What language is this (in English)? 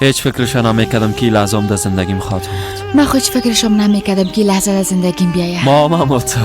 Persian